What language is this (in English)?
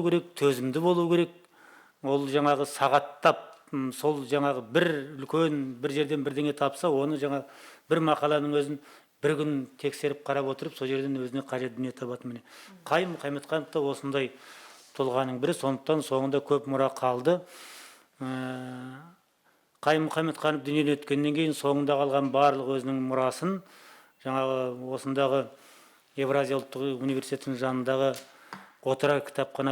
Kazakh